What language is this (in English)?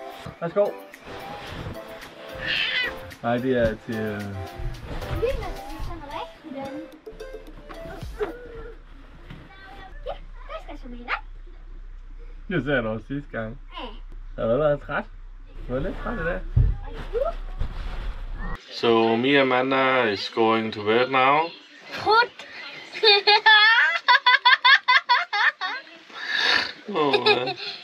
Danish